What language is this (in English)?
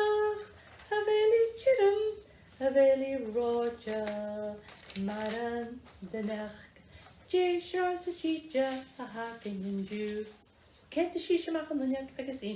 Scottish Gaelic